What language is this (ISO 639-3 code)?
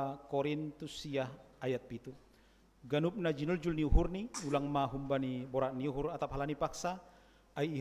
bts